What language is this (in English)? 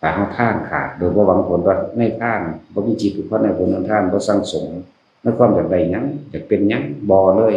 Northeastern Thai